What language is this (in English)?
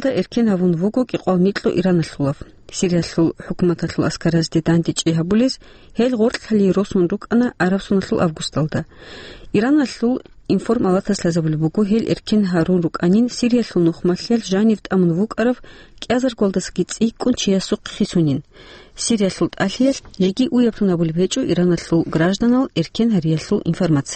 Avaric